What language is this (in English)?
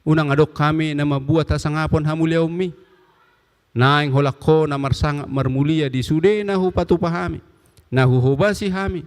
Batak Toba